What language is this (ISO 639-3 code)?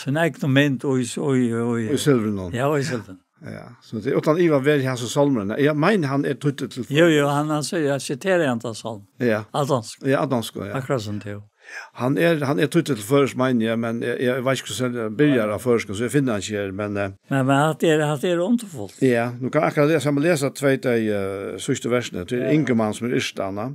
fao